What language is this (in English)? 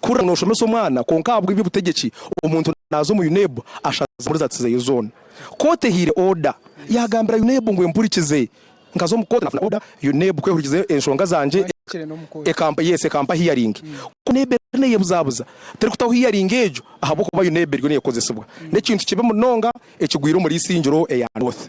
Nyankole